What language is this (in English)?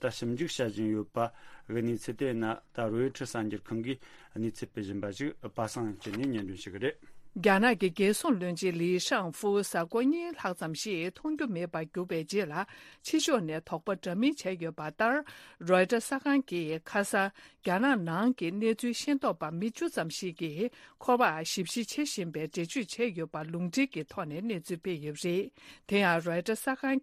Tibetan